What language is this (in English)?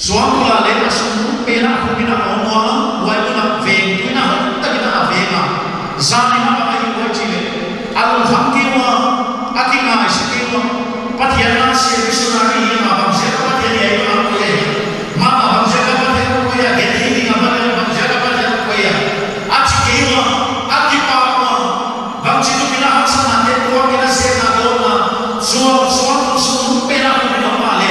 Paite Chin